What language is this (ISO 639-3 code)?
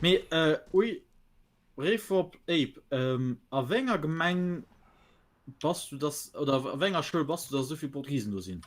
ltz